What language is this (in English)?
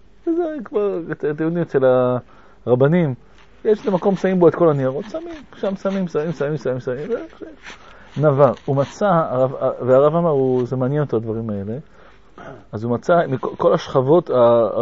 Hebrew